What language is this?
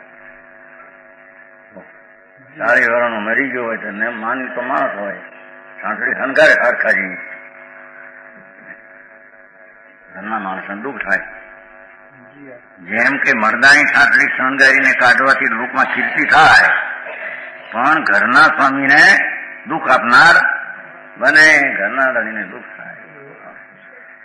Gujarati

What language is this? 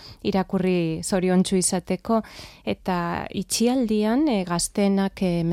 Basque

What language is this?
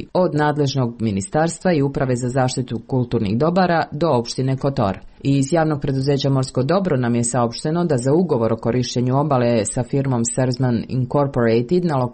Croatian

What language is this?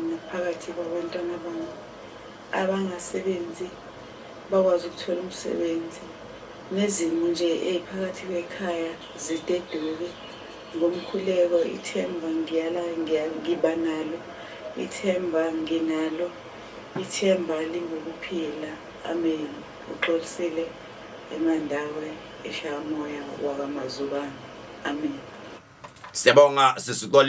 Zulu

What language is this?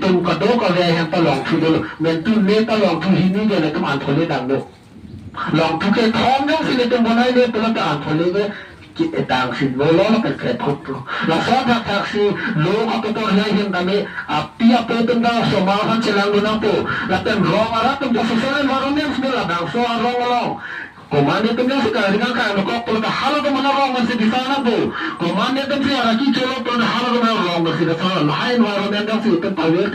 Karbi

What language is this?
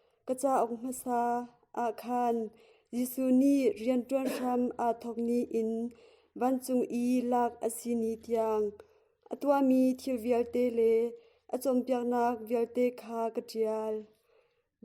Hakha Chin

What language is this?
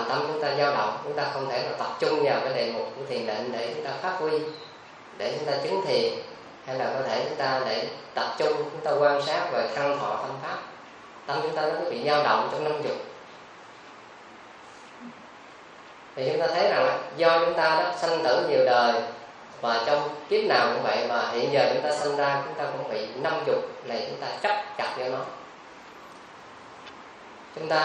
Vietnamese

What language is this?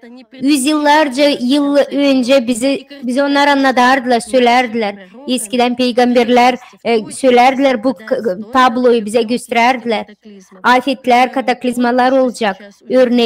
Gagauz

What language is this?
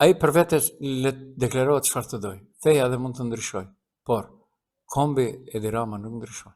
Albanian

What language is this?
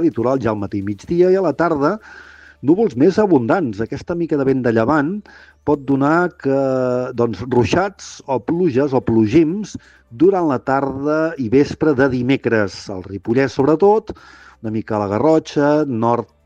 Catalan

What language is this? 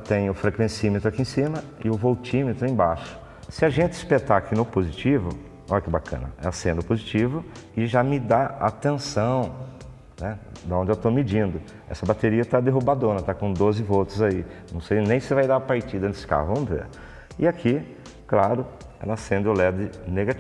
Portuguese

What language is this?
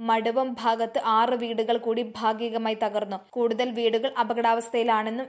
Malayalam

